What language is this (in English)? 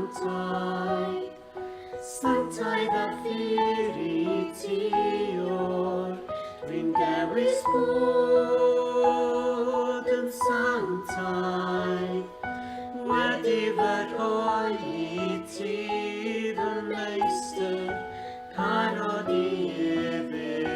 Welsh